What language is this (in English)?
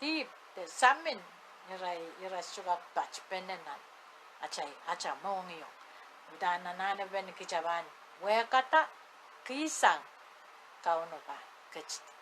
Pohnpeian